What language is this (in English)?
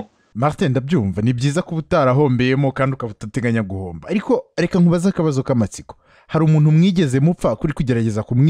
Kinyarwanda